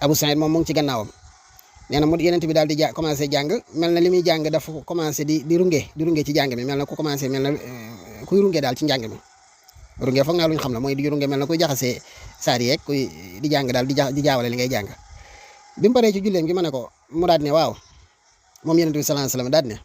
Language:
Wolof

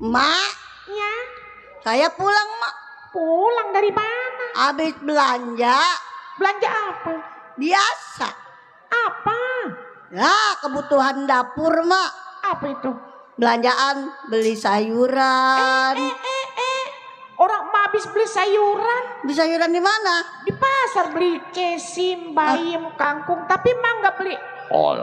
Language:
Betawi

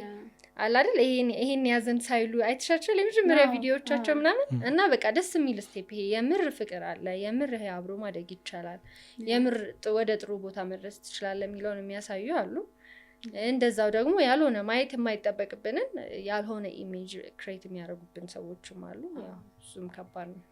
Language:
Amharic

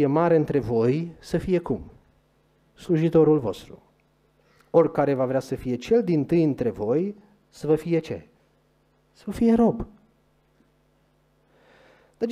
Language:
Romanian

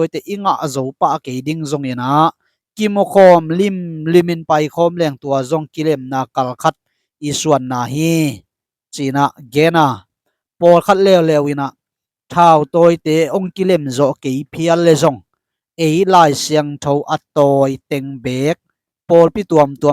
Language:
Tedim Chin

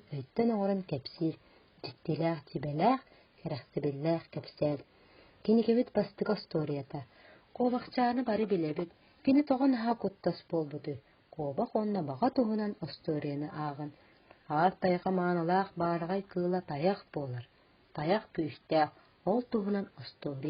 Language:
Yakut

